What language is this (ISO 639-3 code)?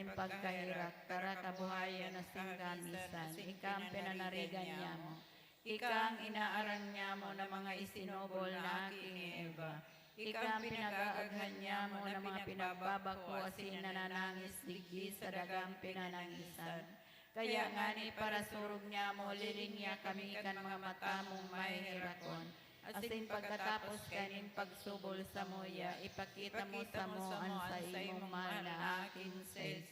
bik